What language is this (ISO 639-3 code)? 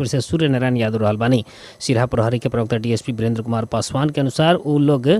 bho